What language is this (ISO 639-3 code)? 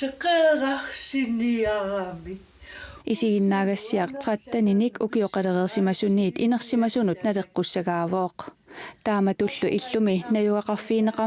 kal